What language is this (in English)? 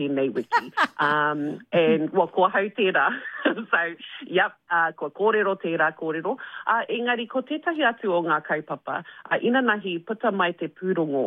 Māori